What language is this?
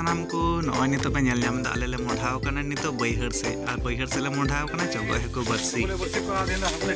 Santali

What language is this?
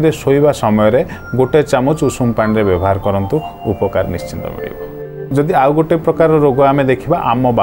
Odia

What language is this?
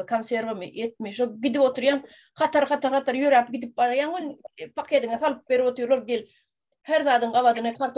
Turkmen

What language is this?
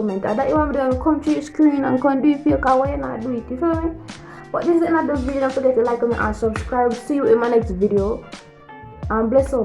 Jamaican Creole English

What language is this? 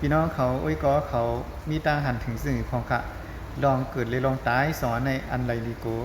Shan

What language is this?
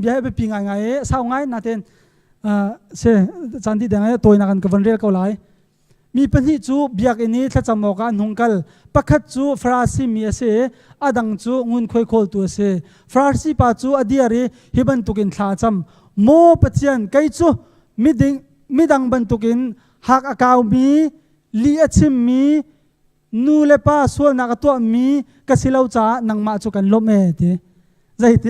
Hakha Chin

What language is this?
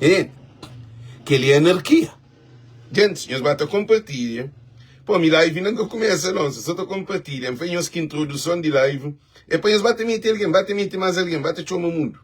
Kabuverdianu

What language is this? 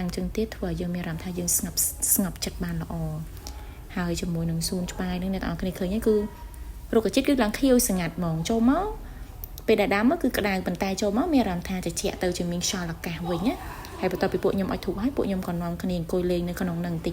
Khmer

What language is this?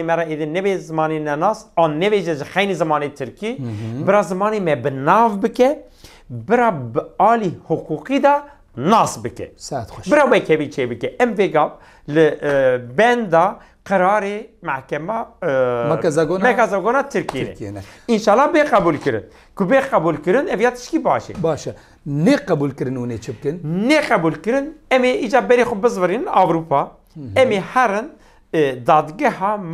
Kurdish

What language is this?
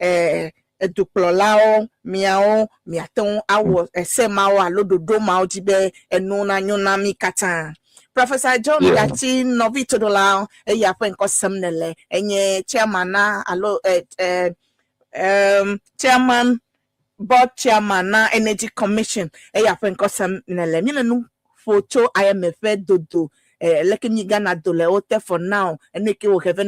Ewe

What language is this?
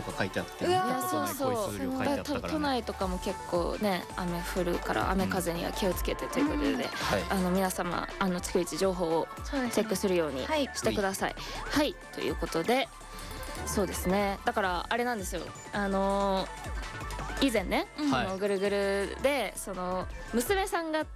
Japanese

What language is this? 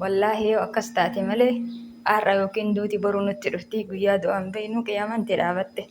Oromo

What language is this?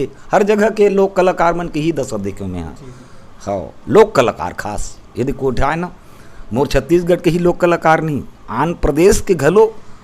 Chhattisgarhi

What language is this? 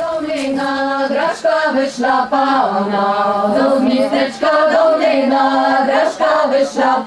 Rusyn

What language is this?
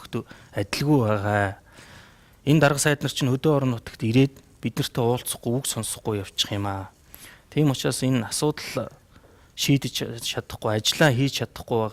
Mongolian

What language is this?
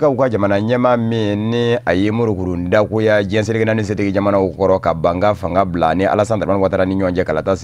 Bambara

